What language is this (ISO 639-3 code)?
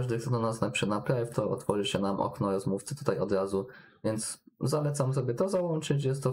pol